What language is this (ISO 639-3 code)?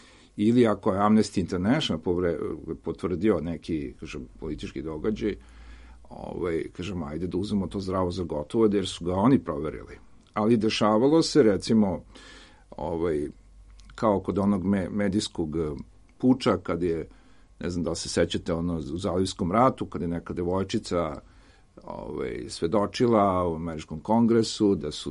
srp